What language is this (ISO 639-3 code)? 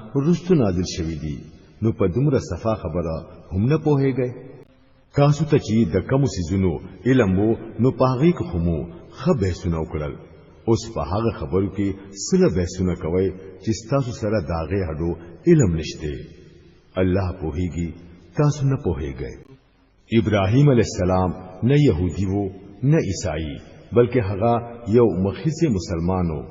pus